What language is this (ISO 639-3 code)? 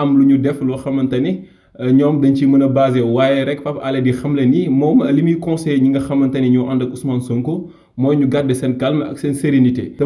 wol